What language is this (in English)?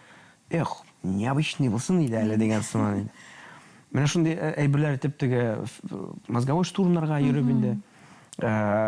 Tatar